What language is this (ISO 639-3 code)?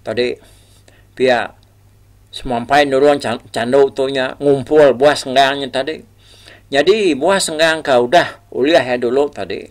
iba